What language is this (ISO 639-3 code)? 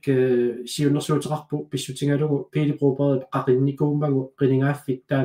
kal